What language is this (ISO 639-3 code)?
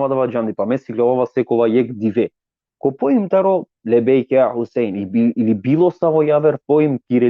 rmn